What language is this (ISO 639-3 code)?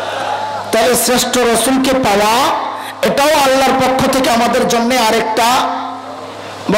ben